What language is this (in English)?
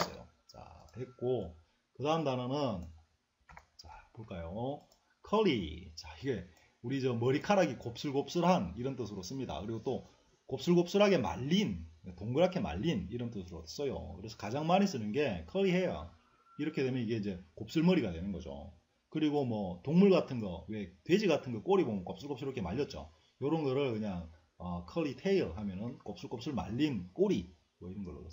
Korean